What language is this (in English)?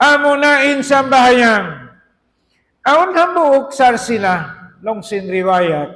Tausug